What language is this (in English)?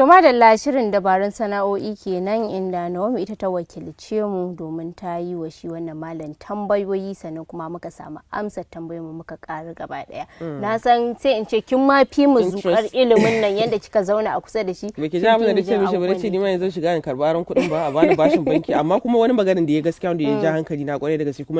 Hausa